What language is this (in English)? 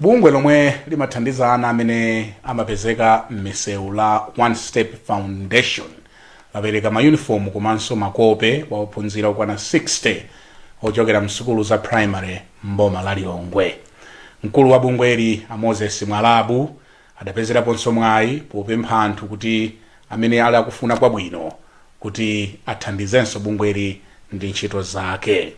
Nyanja